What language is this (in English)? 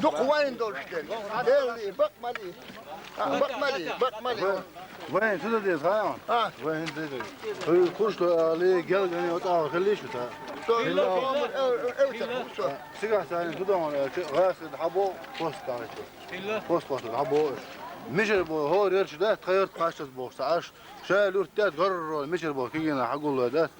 Chechen